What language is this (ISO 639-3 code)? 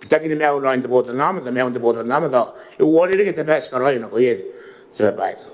gil